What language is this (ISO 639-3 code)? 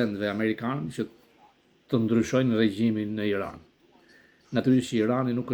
sqi